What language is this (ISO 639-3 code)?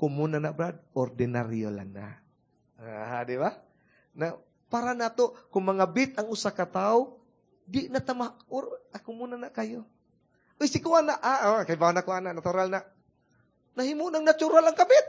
ceb